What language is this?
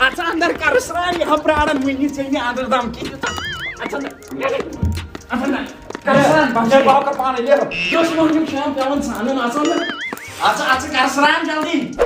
Kashmiri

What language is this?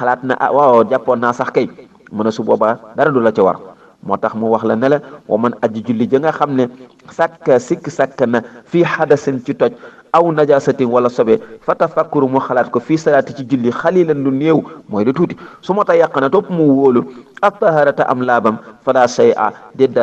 Wolof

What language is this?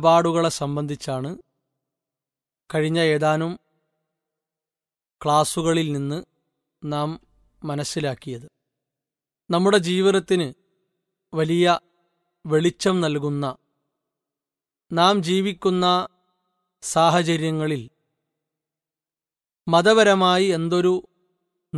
Malayalam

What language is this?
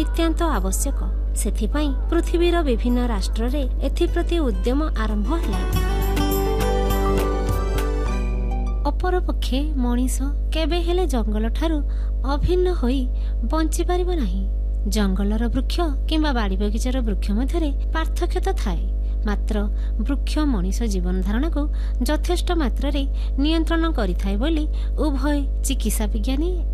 Odia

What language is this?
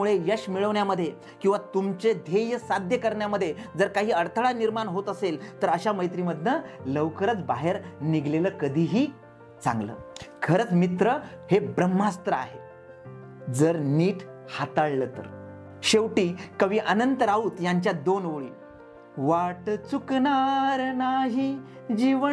Marathi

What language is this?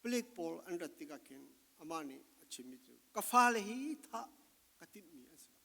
Falam Chin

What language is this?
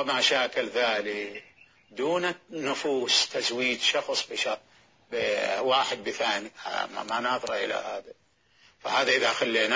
Mesopotamian Arabic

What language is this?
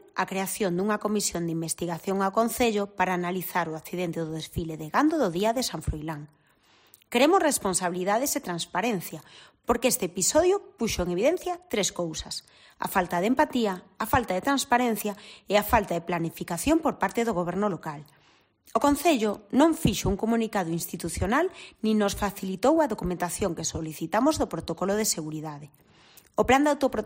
Galician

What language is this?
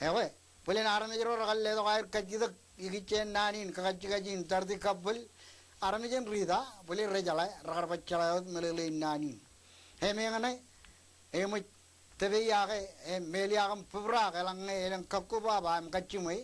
Marshallese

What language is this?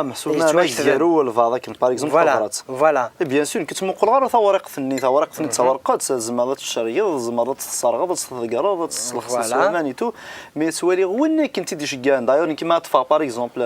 Kabyle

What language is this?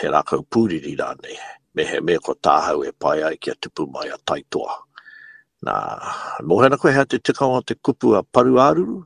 Māori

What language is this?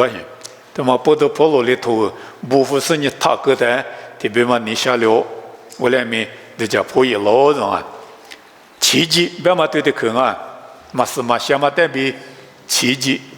Lisu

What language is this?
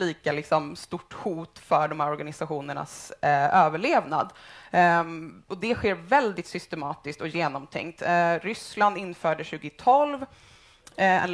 Swedish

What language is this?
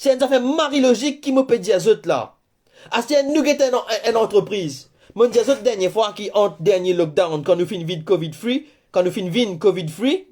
Morisyen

